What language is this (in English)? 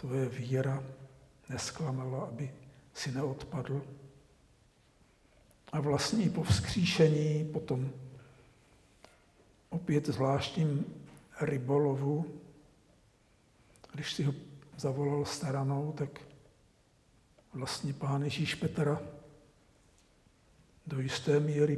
Czech